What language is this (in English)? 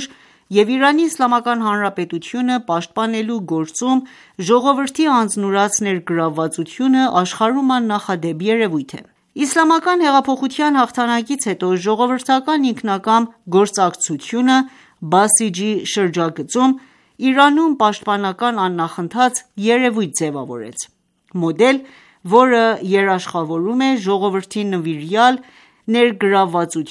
Armenian